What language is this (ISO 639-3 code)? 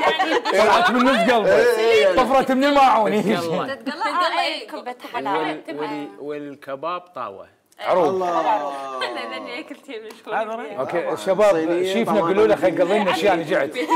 acm